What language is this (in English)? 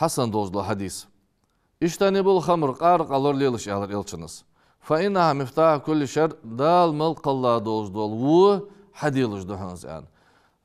Ingush